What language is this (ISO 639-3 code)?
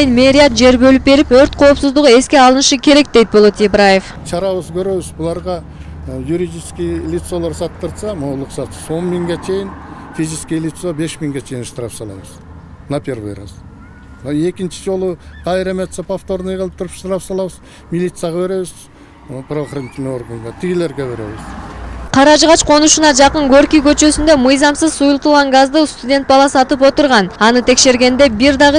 kir